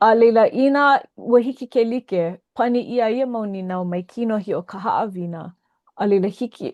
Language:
Hawaiian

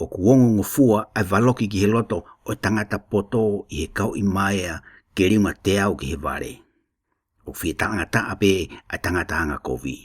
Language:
Tongan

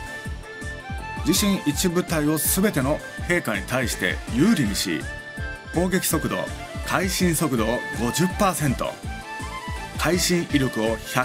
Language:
Japanese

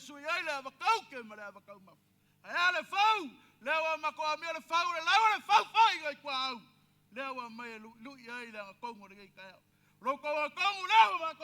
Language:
Samoan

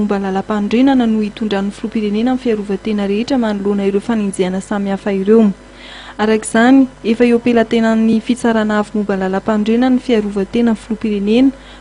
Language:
Malagasy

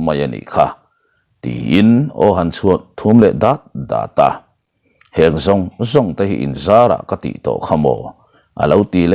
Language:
Mizo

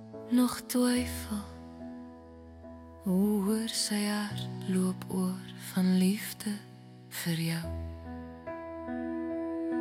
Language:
Afrikaans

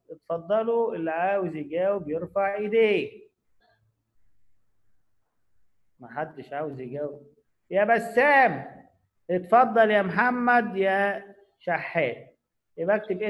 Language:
Egyptian Arabic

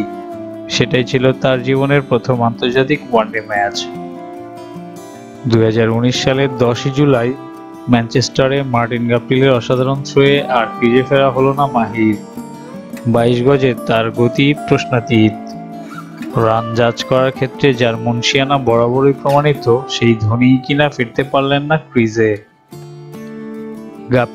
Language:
Bangla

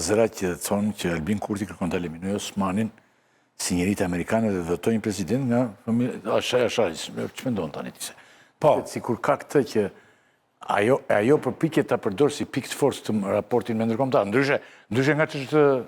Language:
Albanian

